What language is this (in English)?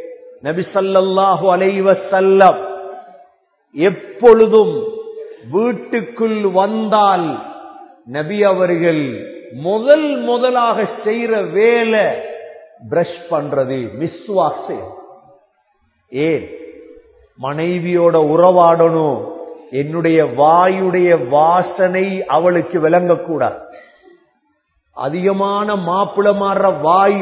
Tamil